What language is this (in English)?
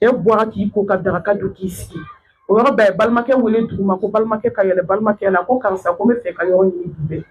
Bambara